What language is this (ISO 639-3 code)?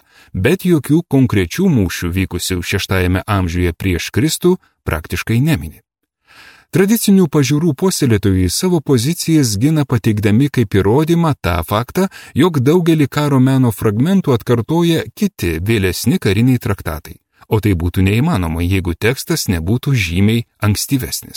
lit